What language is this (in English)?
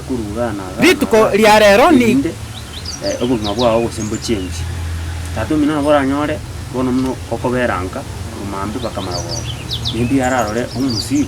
Gusii